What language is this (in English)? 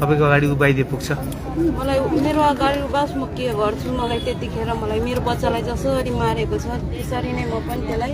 Nepali